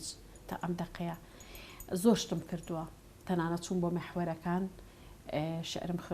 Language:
Central Kurdish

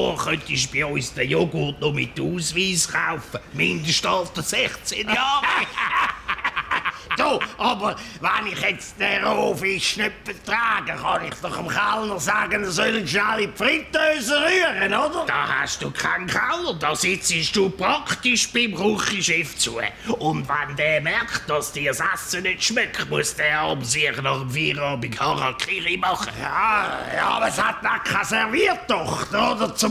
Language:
Swiss German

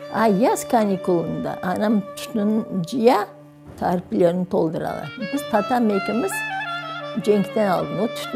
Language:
Crimean Tatar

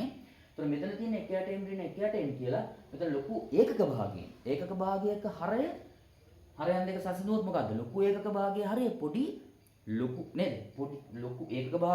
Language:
Sinhala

